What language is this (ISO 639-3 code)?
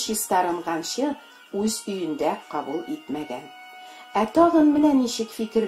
tat